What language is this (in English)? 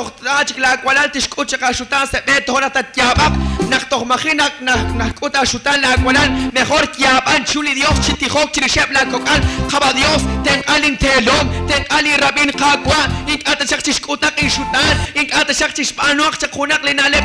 Kekchí